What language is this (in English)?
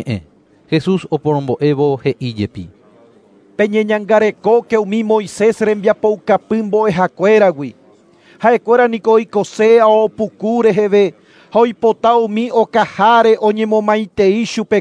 Guarani